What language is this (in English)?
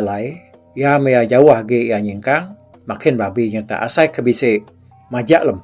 Iban